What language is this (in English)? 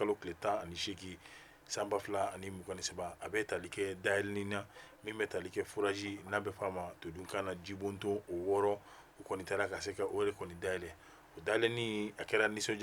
Bambara